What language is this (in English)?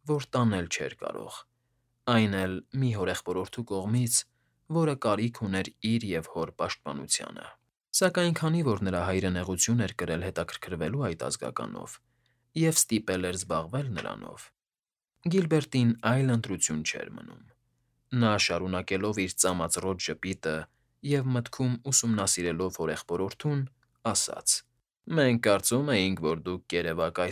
Armenian